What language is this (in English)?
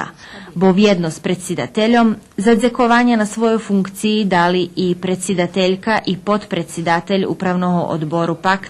Rusyn